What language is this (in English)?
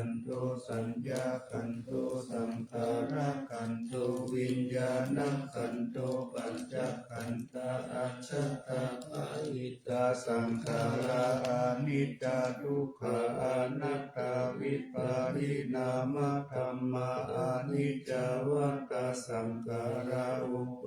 Pali